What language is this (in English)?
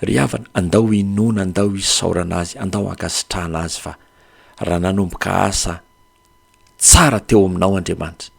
Malagasy